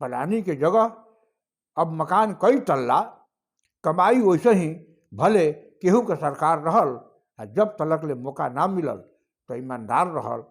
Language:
Bhojpuri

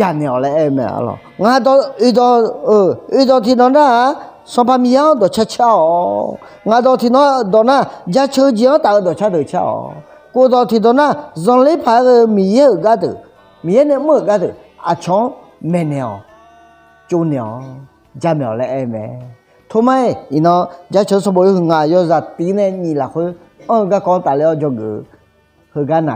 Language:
Akha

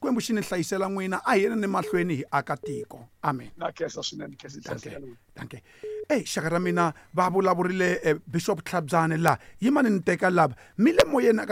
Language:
Tsonga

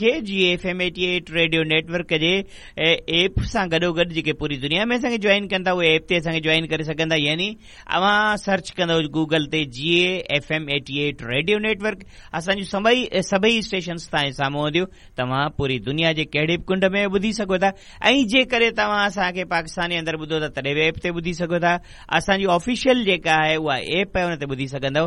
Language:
Sindhi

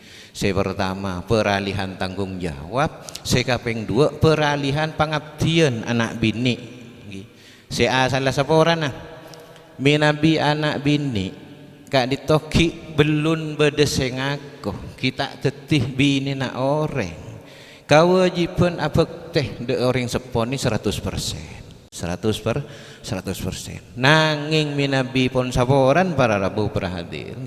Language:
Madurese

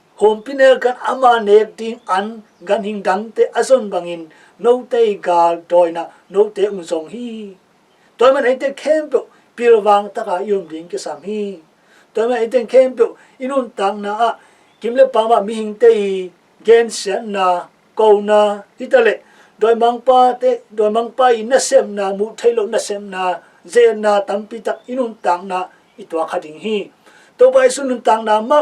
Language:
Tedim Chin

